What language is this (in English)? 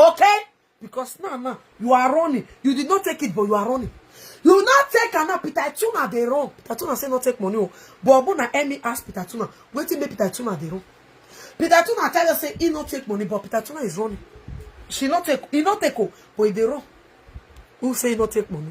Nigerian Pidgin